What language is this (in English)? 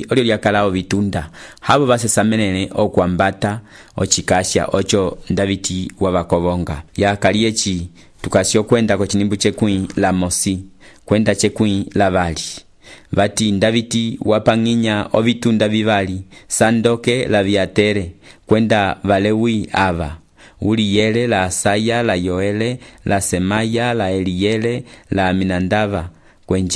Umbundu